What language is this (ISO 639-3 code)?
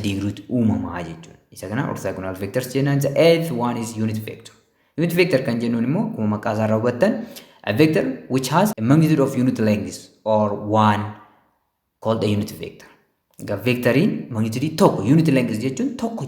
orm